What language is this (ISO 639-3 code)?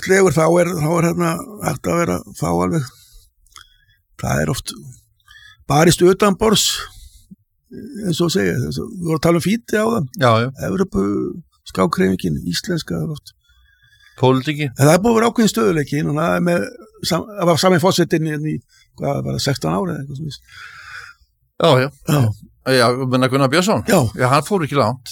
isl